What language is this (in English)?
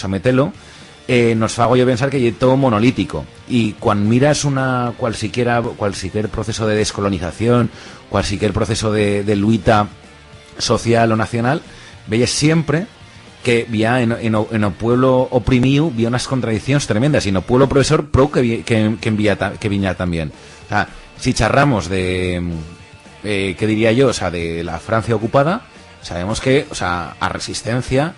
Aragonese